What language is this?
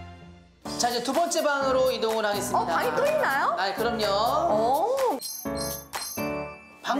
Korean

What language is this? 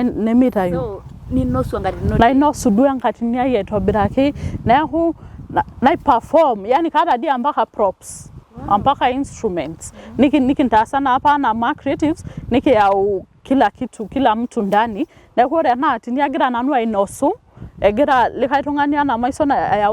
Masai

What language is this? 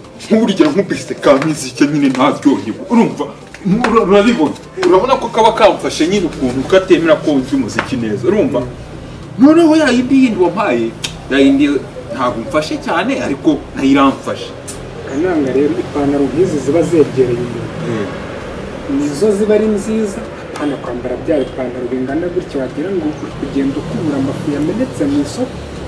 Kinyarwanda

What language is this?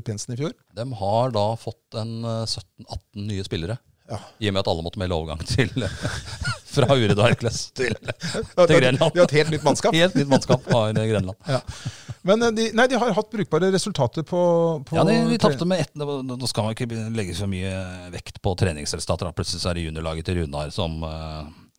Norwegian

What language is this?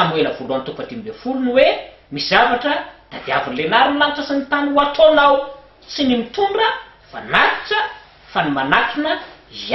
Malagasy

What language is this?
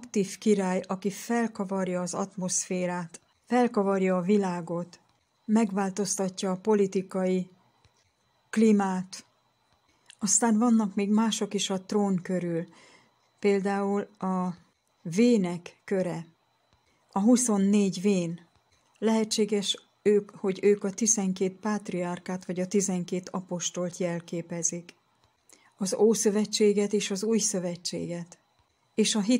Hungarian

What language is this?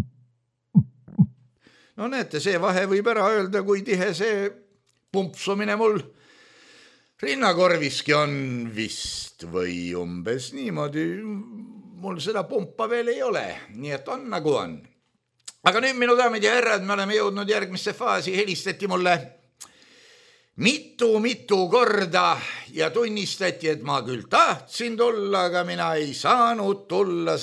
Estonian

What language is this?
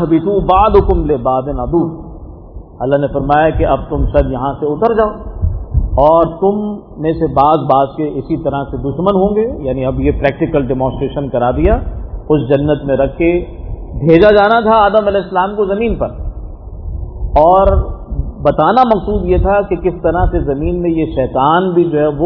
Urdu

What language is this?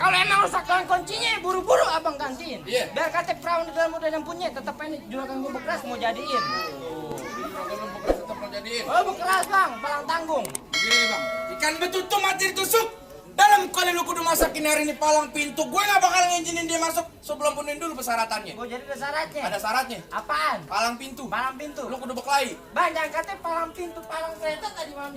Betawi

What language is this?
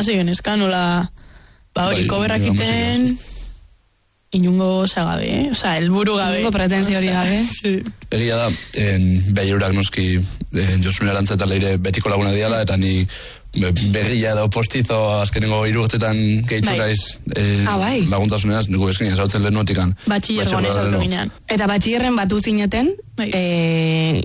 Basque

